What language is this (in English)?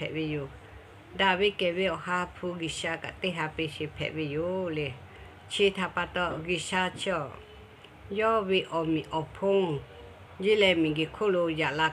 Lahu